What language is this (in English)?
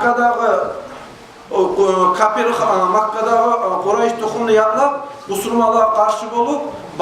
Kumyk